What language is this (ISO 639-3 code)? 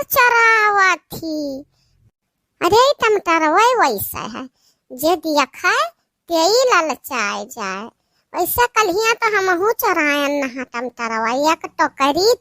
awa